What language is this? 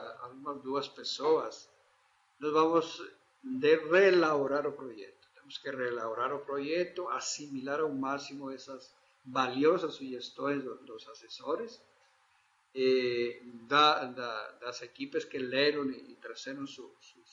Portuguese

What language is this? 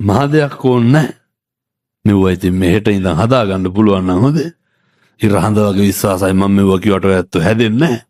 Sinhala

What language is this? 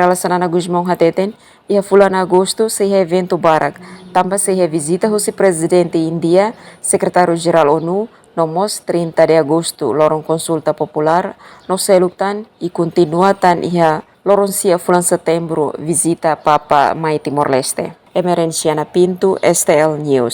Tetum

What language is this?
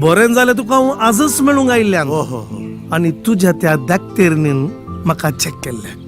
Konkani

